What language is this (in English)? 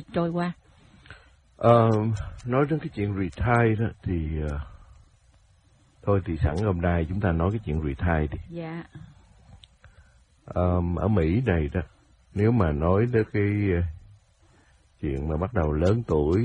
Vietnamese